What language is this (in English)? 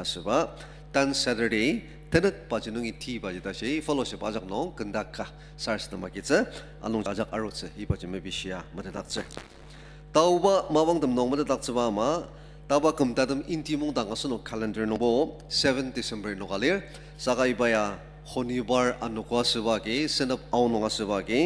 Ao Naga